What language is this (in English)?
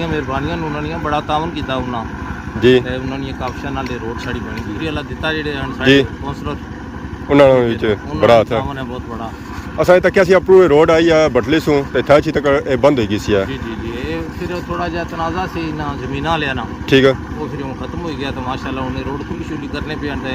Pahari-Potwari